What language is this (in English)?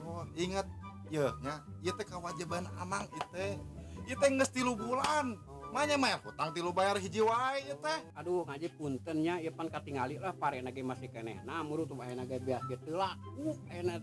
Sundanese